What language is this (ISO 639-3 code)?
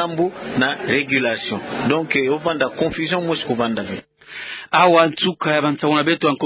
ktu